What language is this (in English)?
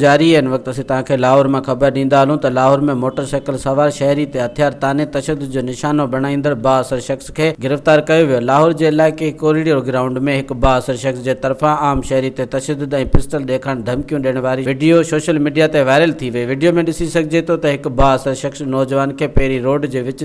Sindhi